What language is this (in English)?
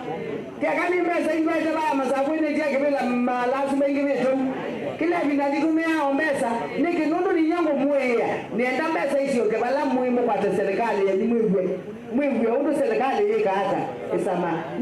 Kamba